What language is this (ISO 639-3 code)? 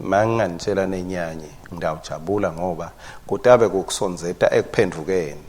ssw